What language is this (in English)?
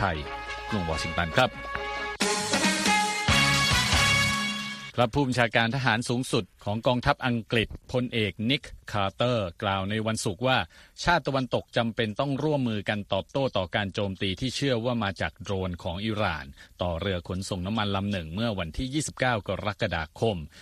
Thai